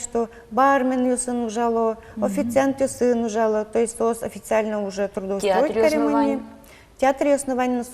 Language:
Udmurt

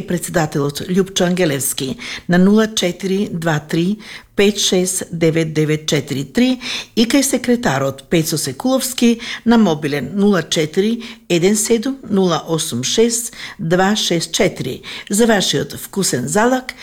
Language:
Macedonian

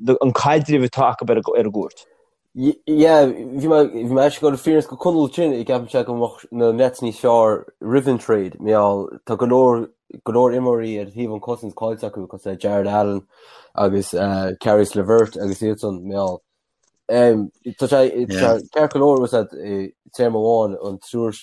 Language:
Irish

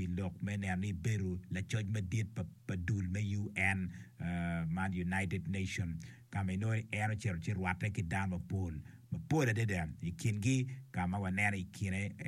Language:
Acoli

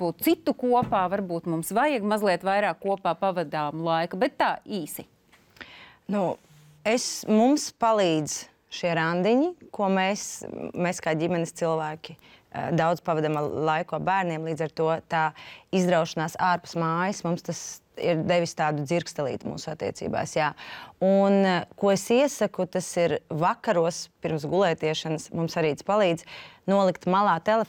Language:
Latvian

